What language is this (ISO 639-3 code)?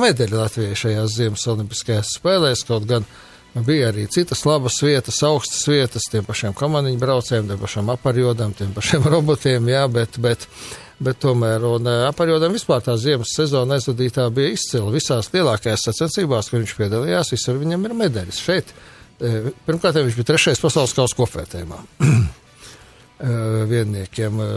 lav